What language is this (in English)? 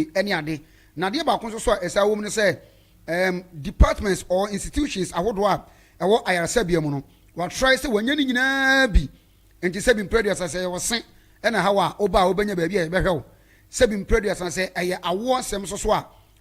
Akan